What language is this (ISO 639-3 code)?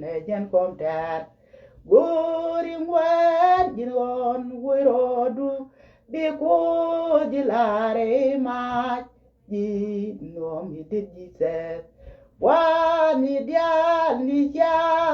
nus